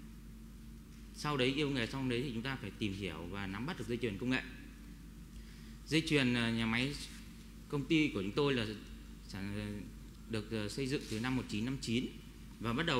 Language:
Vietnamese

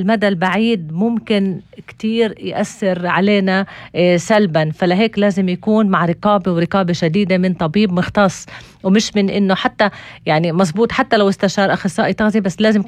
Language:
North Levantine Arabic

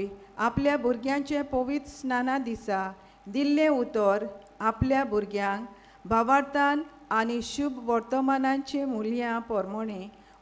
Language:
Konkani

